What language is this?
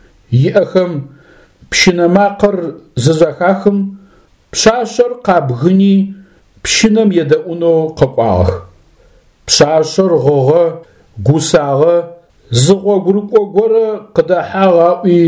Adyghe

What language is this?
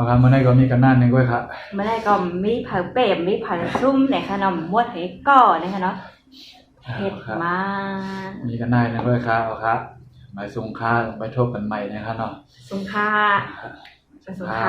Shan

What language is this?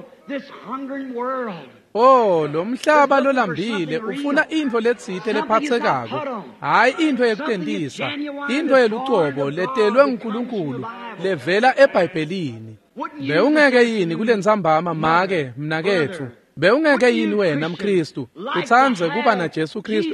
Swati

